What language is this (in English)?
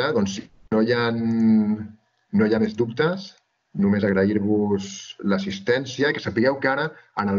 Catalan